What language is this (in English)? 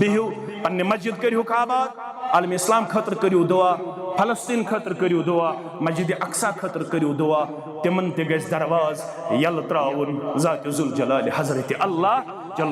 Kashmiri